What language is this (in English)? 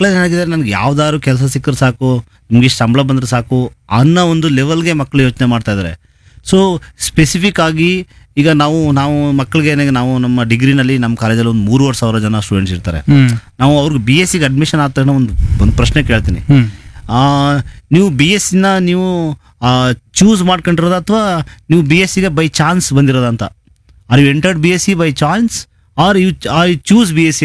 Kannada